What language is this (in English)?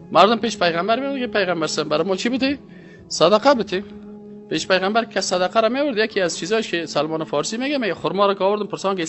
Persian